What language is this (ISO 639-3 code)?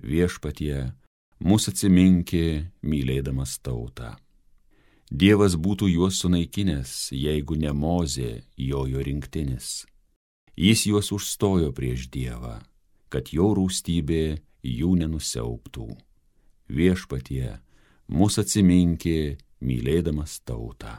lit